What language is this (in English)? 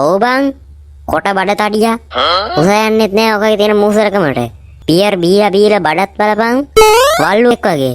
Sinhala